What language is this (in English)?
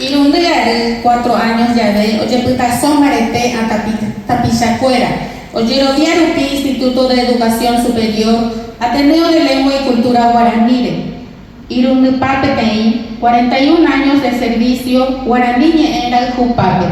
Guarani